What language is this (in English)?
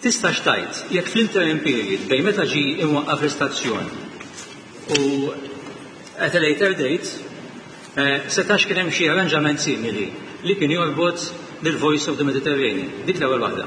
Maltese